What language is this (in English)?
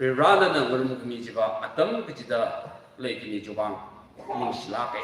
Tangkhul Naga (India)